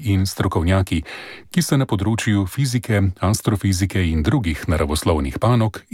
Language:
Slovenian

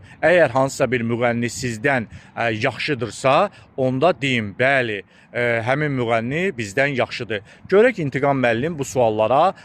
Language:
Azerbaijani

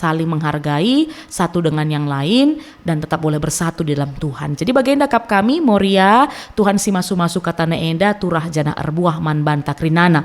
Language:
Batak Karo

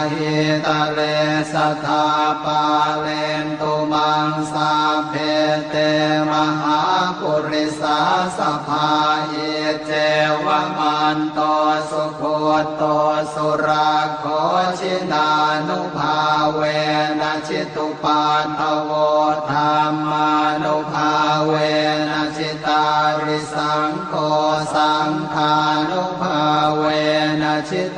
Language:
Pali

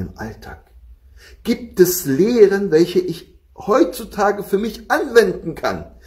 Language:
German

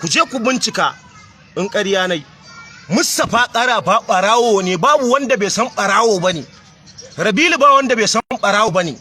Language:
Hausa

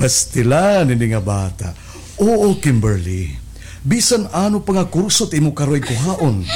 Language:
Waray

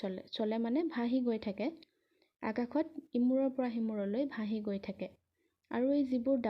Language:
Assamese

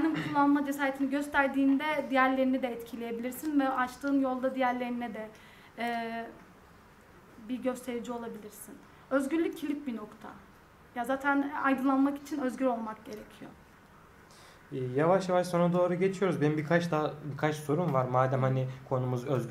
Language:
Turkish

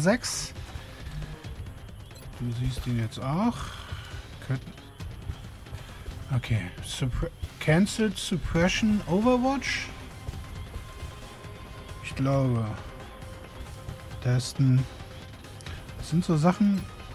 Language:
German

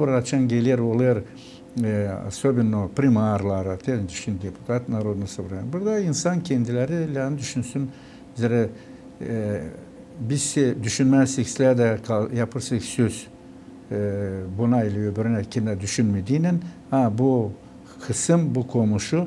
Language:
Gagauz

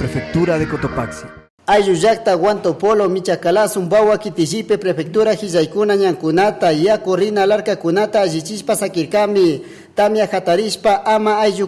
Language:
Chimborazo Highland Quichua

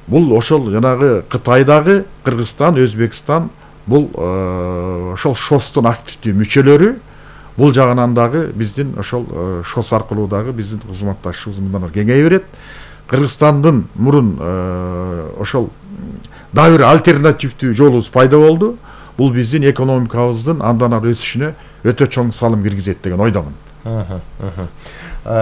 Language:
Kyrgyz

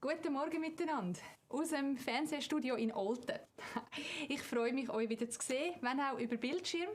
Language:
Swiss German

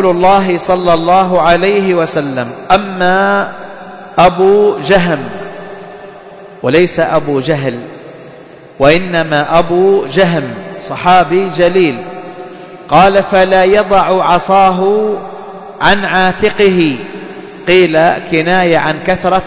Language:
Arabic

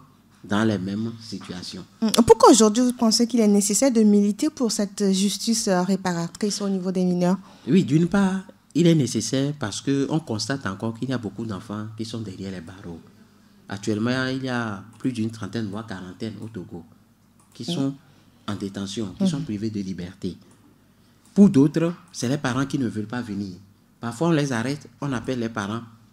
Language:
French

